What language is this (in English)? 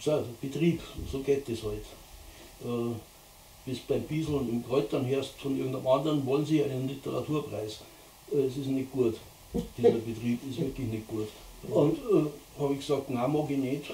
Bavarian